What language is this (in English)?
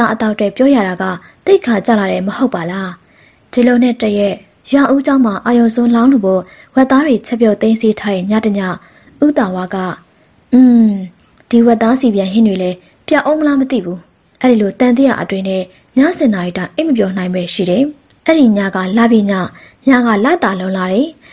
Burmese